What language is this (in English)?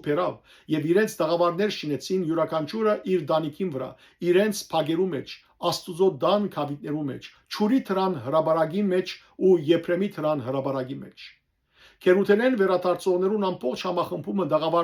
Western Armenian